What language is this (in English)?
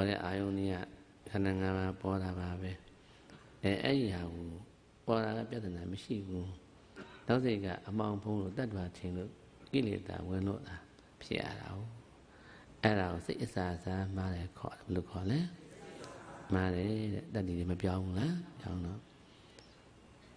Burmese